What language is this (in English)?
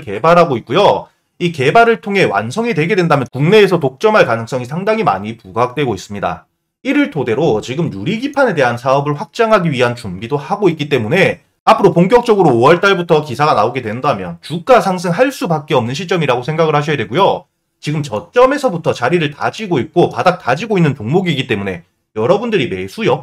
Korean